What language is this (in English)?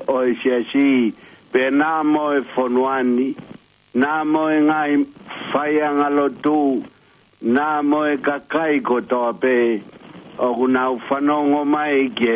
Tongan